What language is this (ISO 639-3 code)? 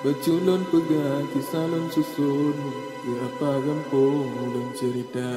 ace